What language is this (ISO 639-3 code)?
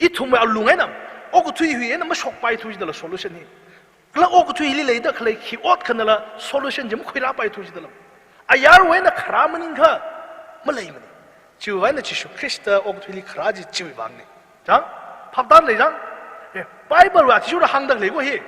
nmf